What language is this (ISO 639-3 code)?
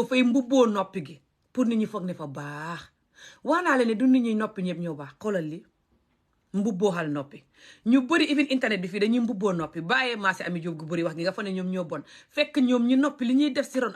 wol